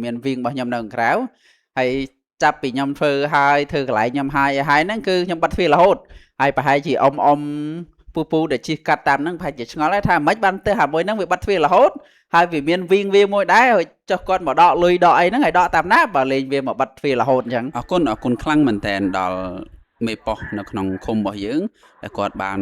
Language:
Khmer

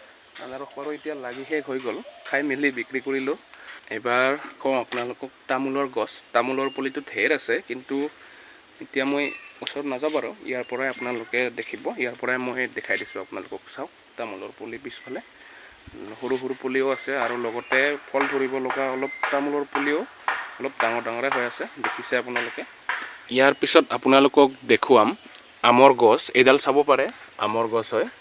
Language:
Assamese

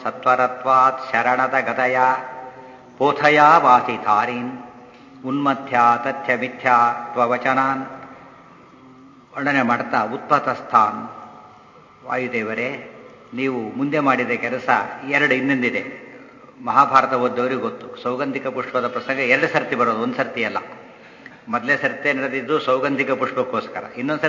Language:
Kannada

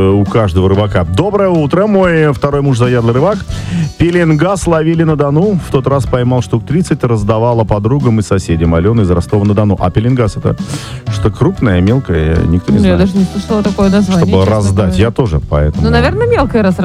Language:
Russian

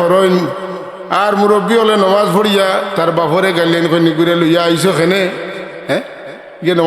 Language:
Sylheti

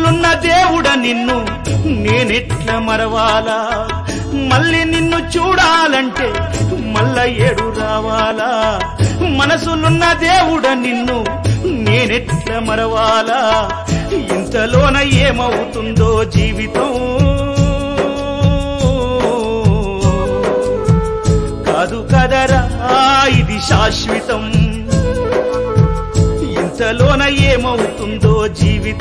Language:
Telugu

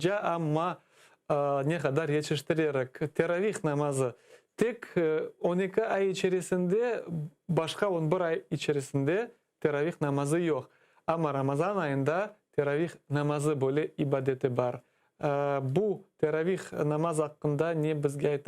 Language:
Crimean Tatar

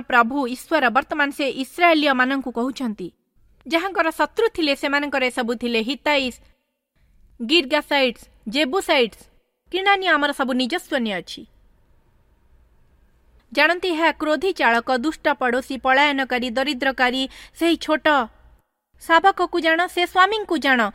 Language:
Odia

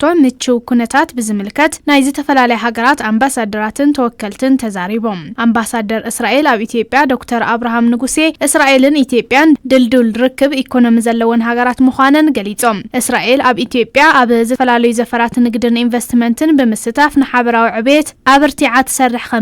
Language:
Tigrinya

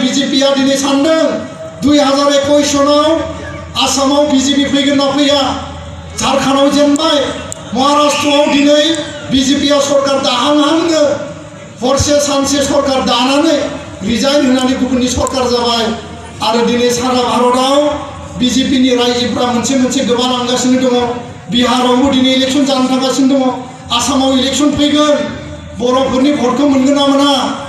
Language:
Bodo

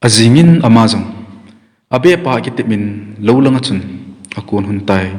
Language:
Thado Chin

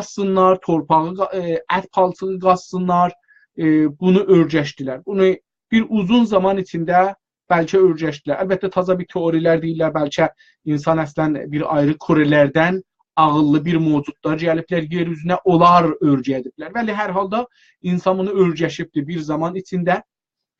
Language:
South Azerbaijani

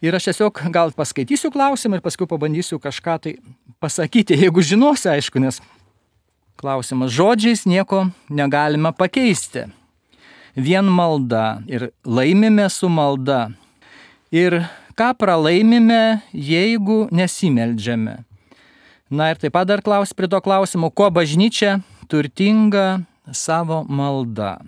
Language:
Lithuanian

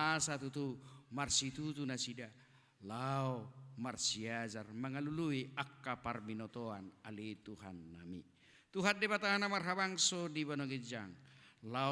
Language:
Batak Toba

